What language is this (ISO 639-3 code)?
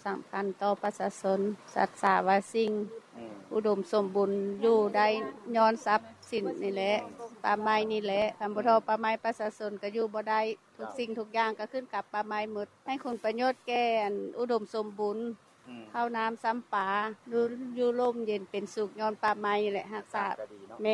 lao